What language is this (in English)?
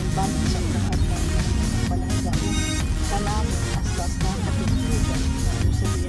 Hiligaynon